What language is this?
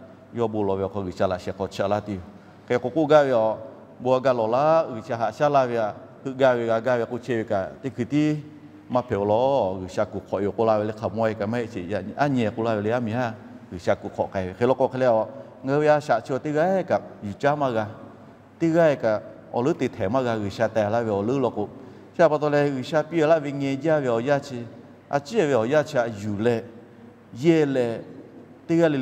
Lahu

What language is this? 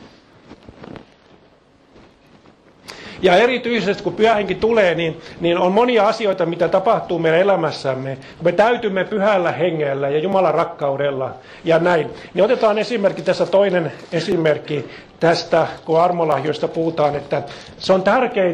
Finnish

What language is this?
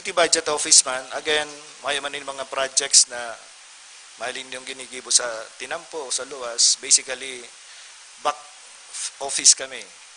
Bikol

